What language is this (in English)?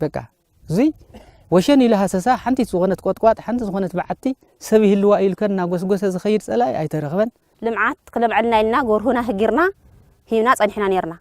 Tigrinya